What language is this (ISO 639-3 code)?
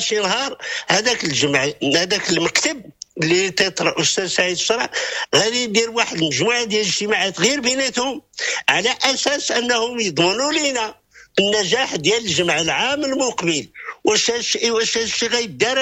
ary